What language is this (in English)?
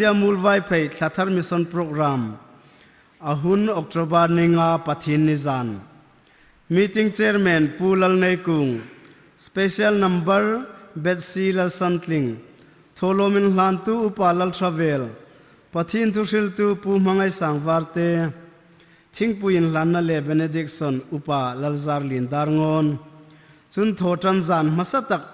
Hmar